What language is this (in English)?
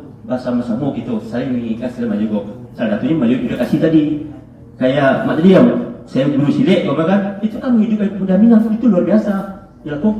Minangkabau